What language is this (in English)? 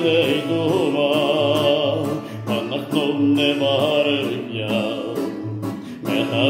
Hebrew